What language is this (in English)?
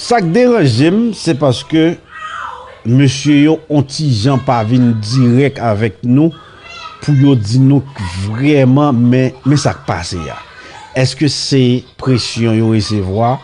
Haitian Creole